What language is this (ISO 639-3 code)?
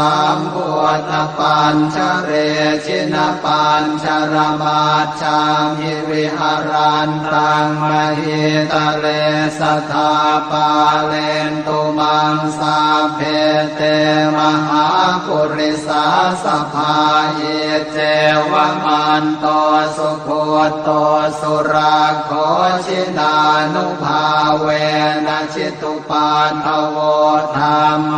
pli